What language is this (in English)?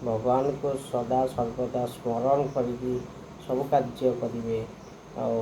Odia